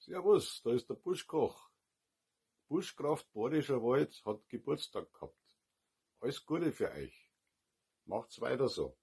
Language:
Bavarian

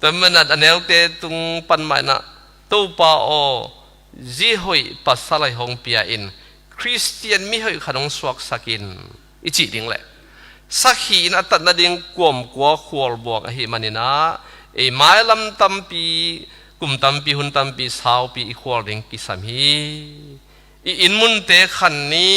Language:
Tedim Chin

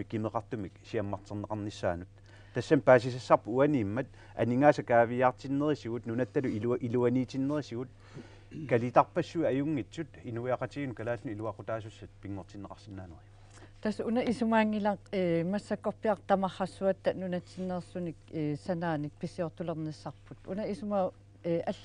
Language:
Kalaallisut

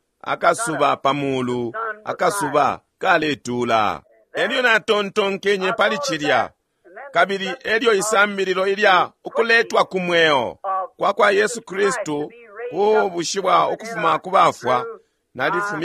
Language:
Bemba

